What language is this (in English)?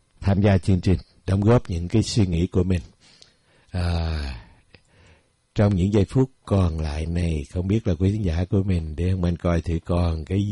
Vietnamese